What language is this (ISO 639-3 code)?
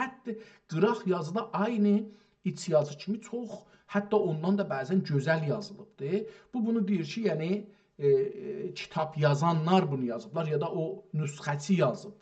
azb